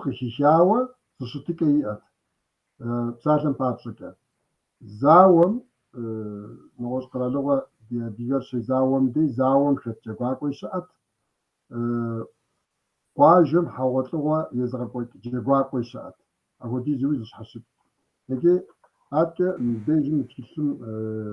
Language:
Kabardian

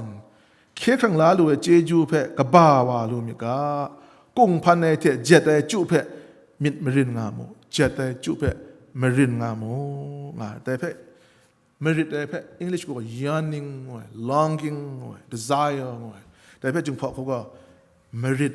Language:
Kachin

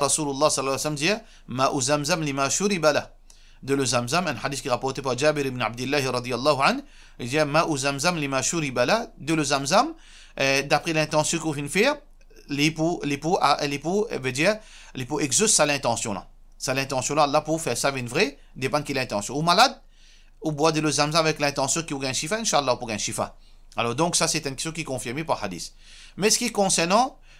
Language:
Morisyen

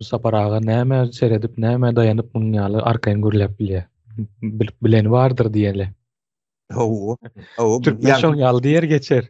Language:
Turkmen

